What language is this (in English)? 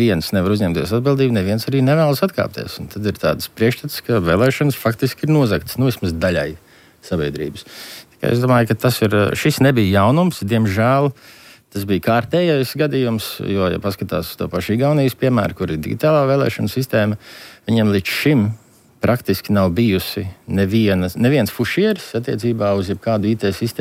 Latvian